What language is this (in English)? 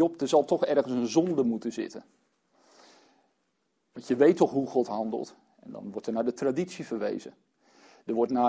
Dutch